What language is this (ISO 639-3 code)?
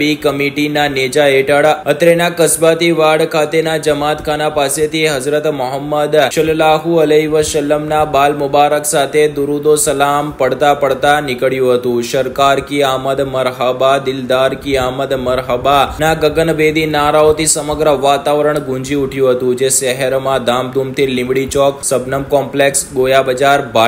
guj